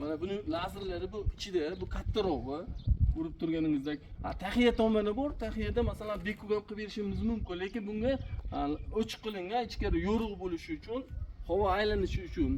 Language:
Uzbek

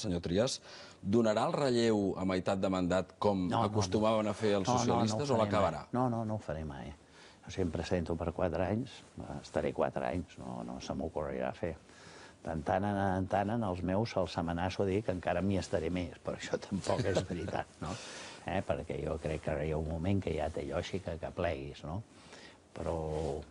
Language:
Catalan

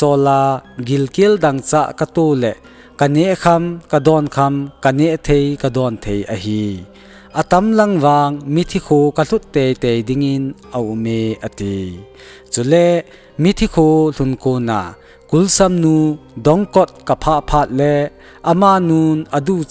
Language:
Thado Chin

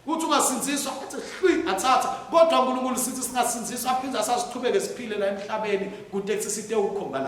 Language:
Swati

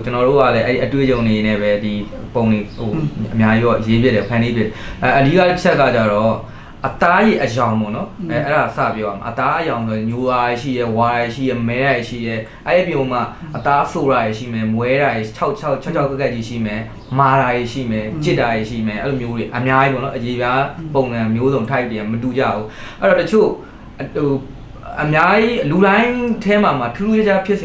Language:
Burmese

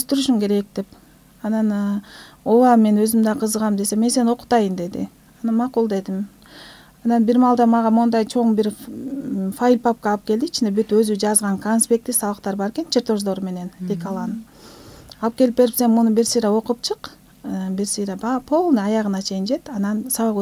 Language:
Kyrgyz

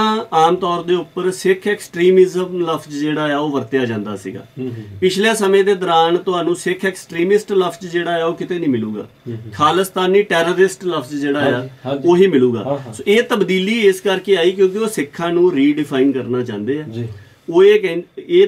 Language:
Punjabi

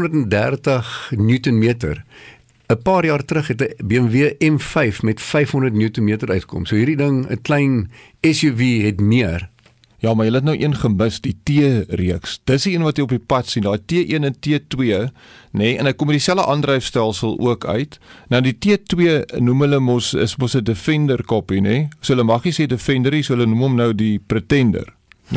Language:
Afrikaans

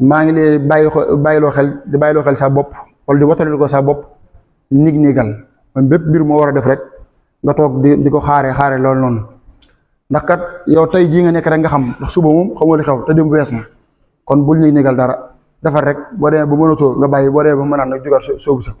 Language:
Wolof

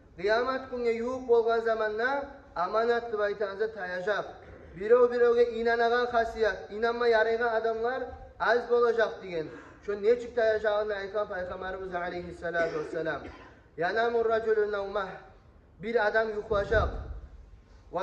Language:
Kumyk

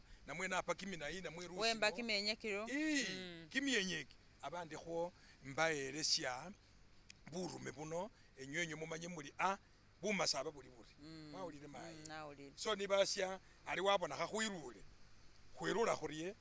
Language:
Masaaba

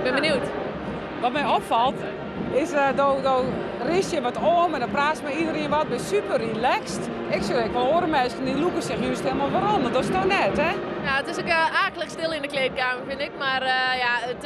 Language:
Western Frisian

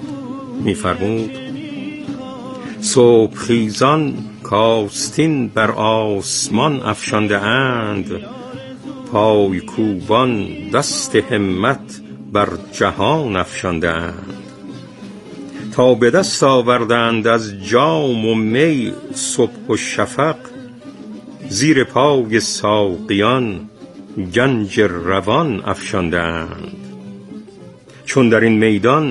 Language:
Persian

